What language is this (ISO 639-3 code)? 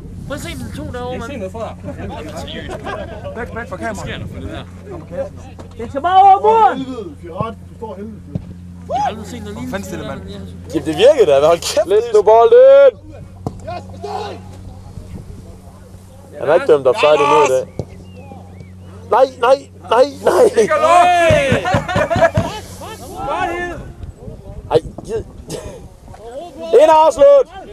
dan